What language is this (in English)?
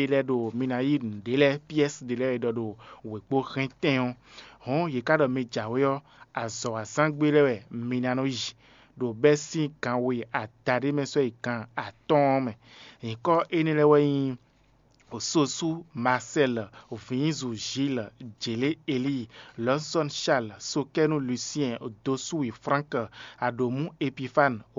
Fon